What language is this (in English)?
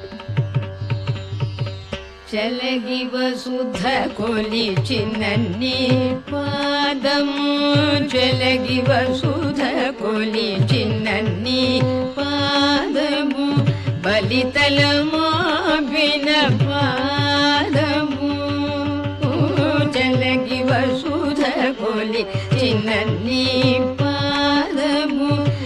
Telugu